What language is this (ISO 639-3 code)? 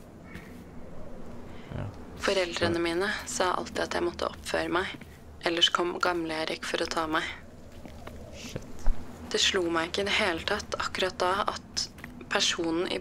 nor